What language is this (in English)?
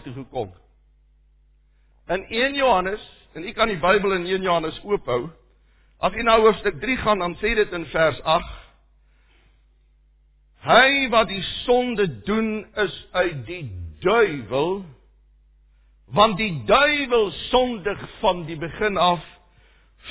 Afrikaans